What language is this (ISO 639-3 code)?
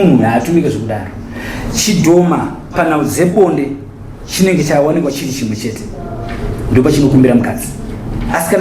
sna